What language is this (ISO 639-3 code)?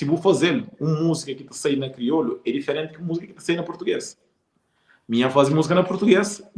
kea